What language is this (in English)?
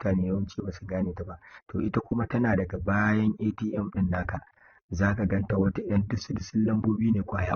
Hausa